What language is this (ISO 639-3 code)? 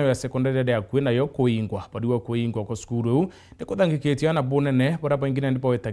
mer